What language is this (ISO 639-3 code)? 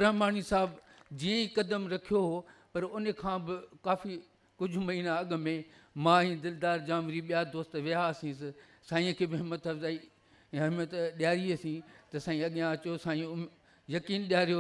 snd